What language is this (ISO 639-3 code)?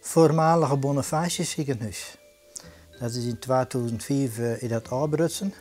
fry